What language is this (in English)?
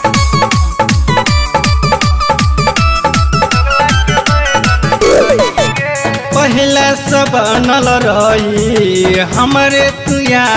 Bhojpuri